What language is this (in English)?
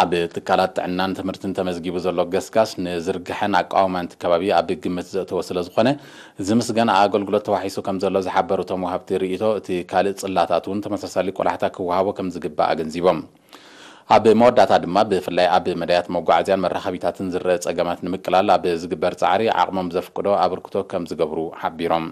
Tigrinya